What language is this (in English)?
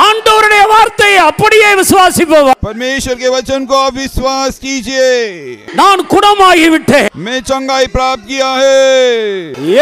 Tamil